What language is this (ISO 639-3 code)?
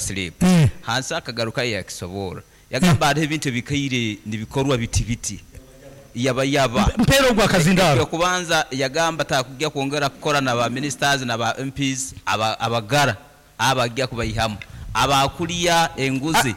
nyn